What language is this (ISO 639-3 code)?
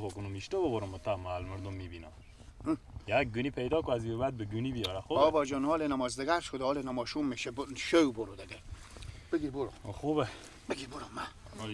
fas